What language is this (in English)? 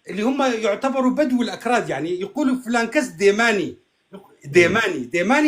North Levantine Arabic